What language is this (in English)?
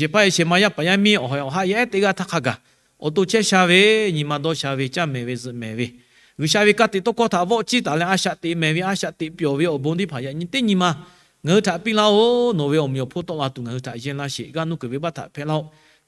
Lahu